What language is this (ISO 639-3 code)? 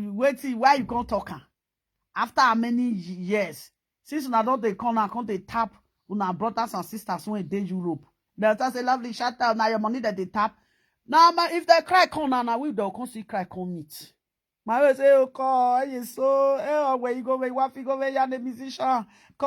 pcm